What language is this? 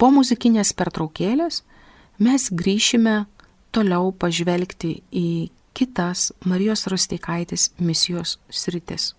Lithuanian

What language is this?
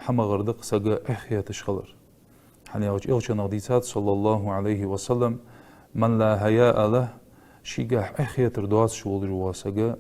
Ingush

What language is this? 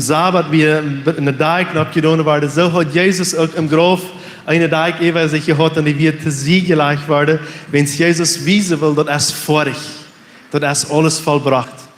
Plautdietsch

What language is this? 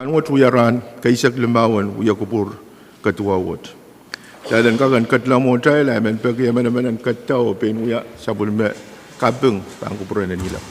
Pohnpeian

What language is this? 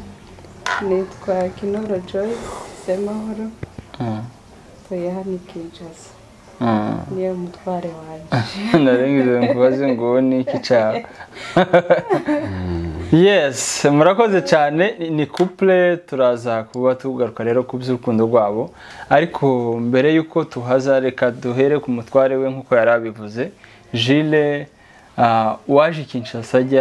Kinyarwanda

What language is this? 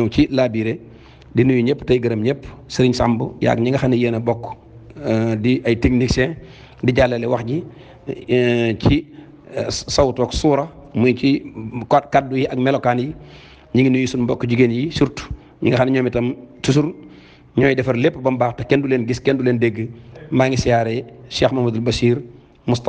Wolof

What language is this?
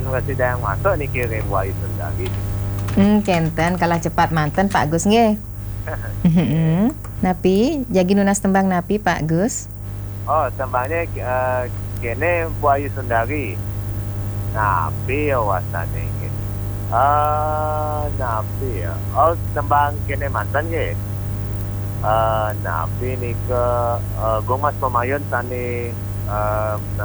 Balinese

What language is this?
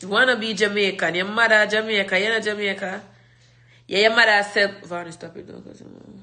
Jamaican Creole English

